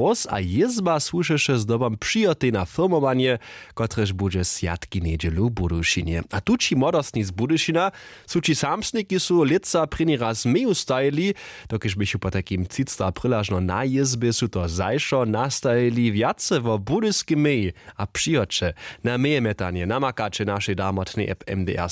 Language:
Upper Sorbian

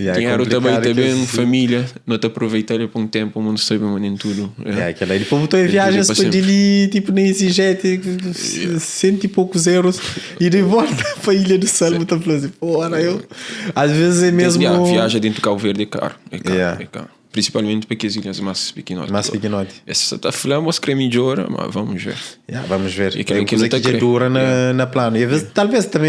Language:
Kabuverdianu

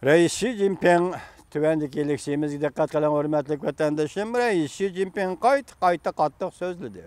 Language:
Uyghur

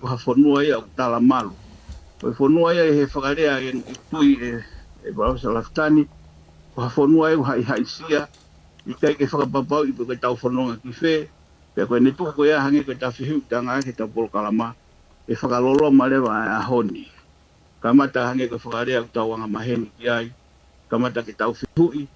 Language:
Tongan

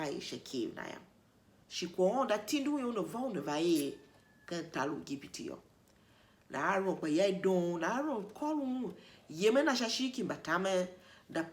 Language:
Tiv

